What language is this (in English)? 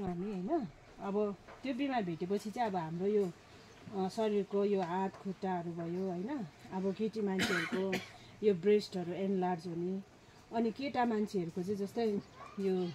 Nepali